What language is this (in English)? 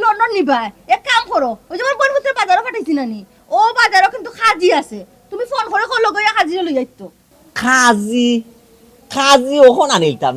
Sylheti